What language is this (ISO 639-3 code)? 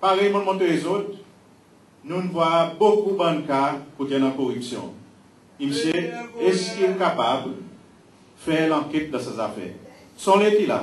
crs